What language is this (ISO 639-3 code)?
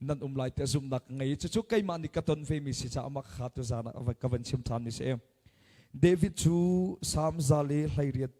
cnh